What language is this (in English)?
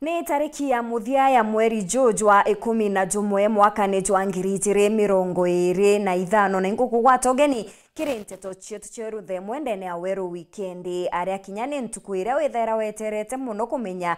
Meru